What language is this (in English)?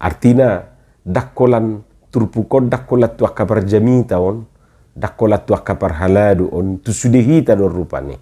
Batak Toba